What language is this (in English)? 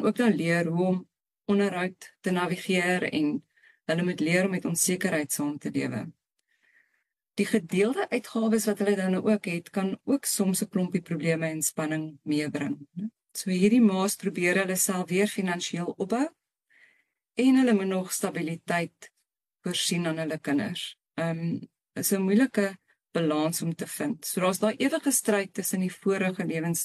Afrikaans